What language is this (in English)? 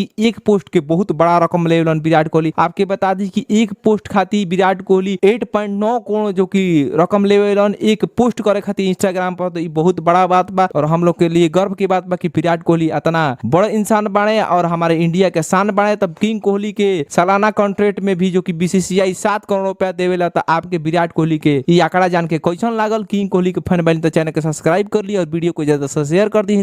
Bhojpuri